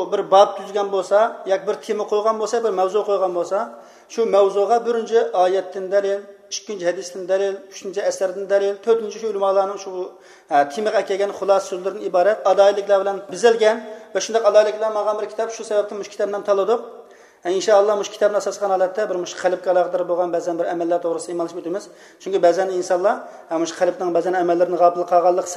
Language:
Uyghur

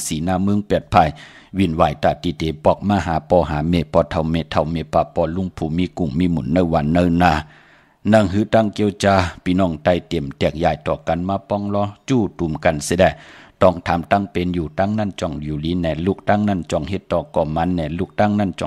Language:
Shan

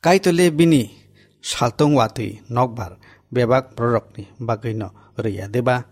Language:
Kok Borok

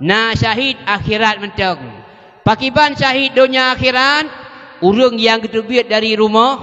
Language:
Achinese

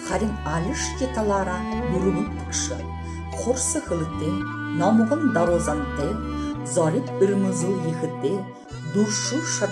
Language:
Buriat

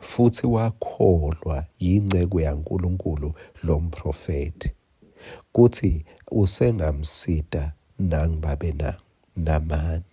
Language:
Swati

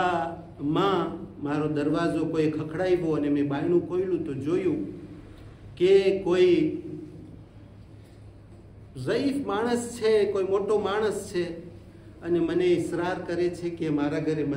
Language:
Gujarati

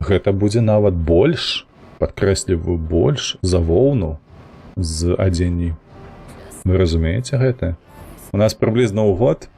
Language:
Belarusian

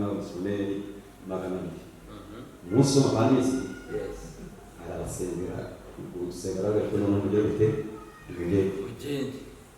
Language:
Kinyarwanda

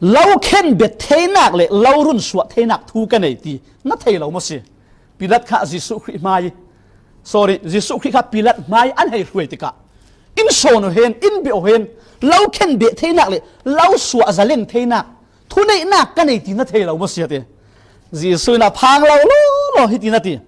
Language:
Falam Chin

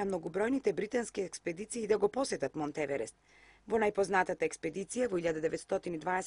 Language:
Macedonian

